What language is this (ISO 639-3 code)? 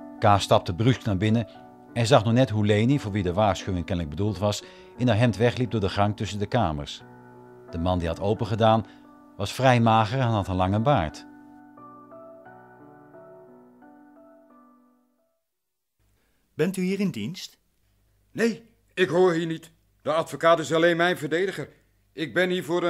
nld